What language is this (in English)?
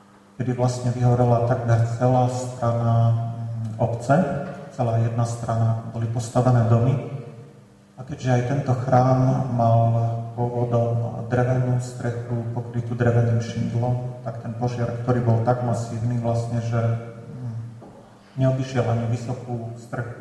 Slovak